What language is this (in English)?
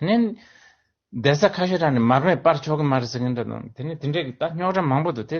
Tibetan